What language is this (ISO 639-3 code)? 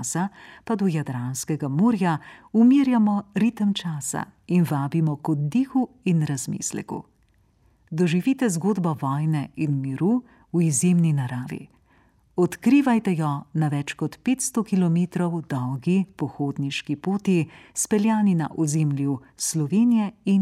slv